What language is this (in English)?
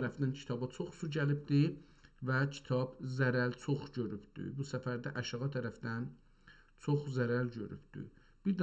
South Azerbaijani